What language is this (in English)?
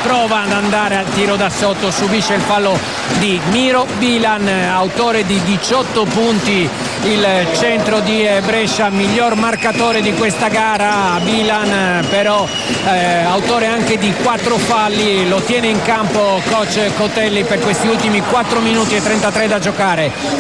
Italian